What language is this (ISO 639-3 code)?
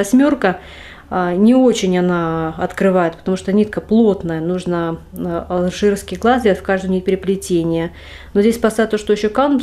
rus